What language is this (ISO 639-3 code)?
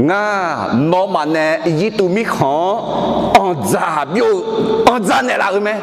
ahk